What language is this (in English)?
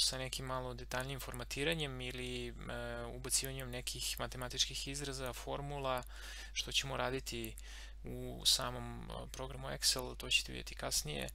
Serbian